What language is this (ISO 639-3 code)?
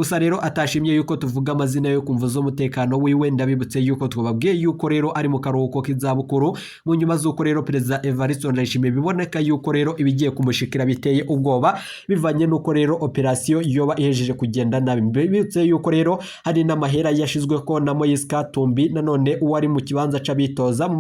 run